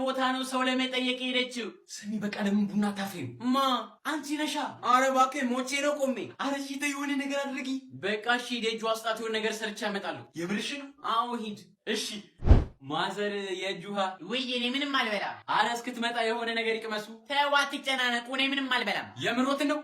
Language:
Amharic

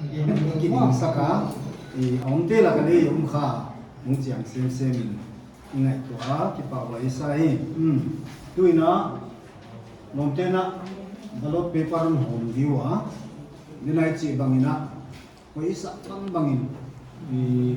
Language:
Paite Chin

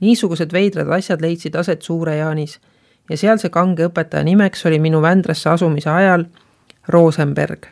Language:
Estonian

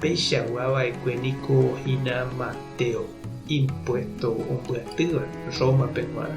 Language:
Guarani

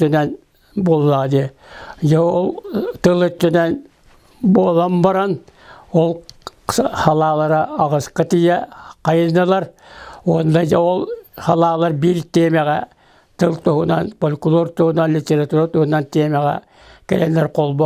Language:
Yakut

